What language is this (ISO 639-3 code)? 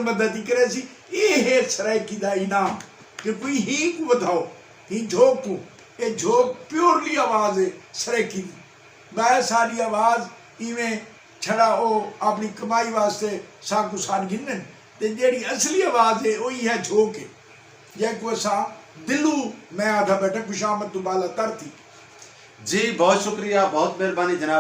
skr